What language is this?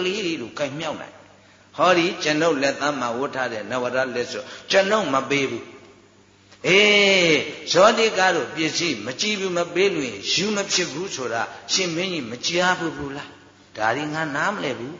Burmese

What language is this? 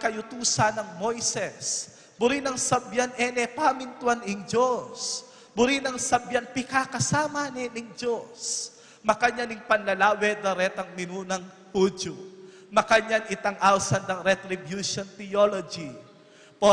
Pampanga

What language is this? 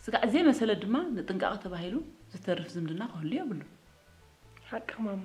Tigrinya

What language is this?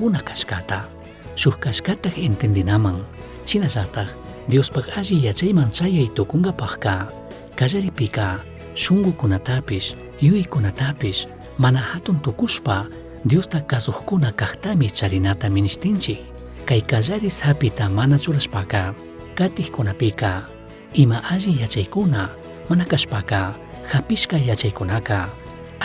Chimborazo Highland Quichua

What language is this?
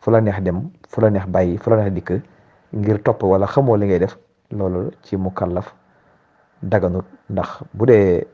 Wolof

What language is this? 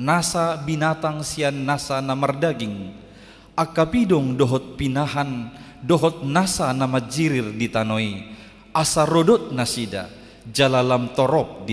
Batak Toba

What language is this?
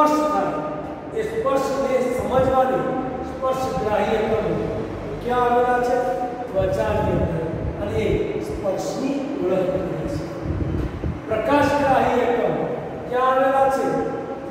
Gujarati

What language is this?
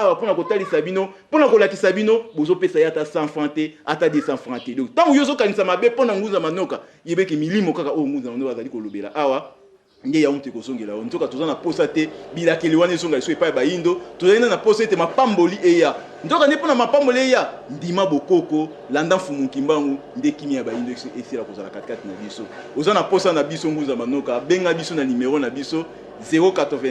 Lingala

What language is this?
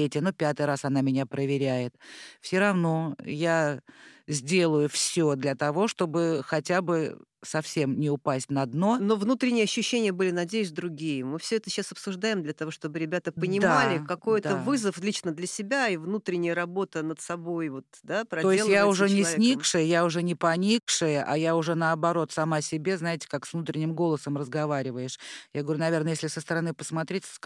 Russian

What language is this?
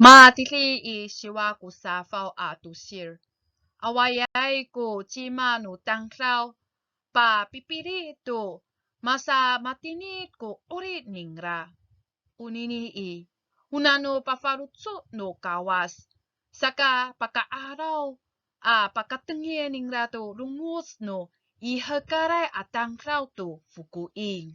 Amis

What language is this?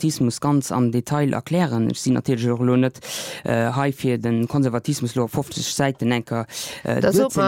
Luxembourgish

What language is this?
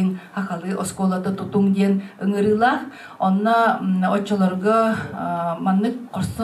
Yakut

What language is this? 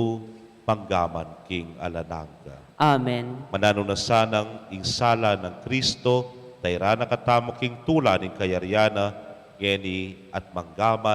Pampanga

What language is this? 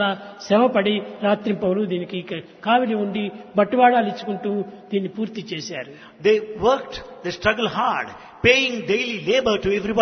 Telugu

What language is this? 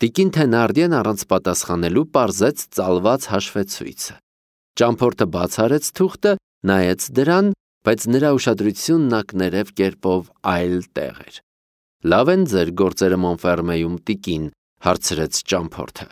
Armenian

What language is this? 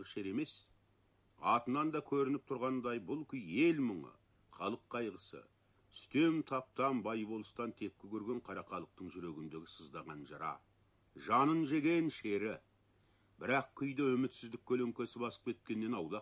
Kazakh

